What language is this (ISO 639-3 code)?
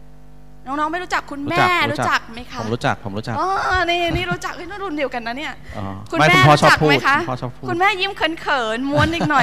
tha